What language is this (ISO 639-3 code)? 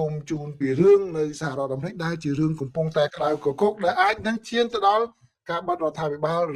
khm